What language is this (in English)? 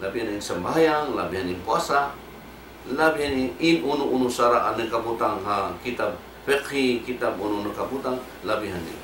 Tausug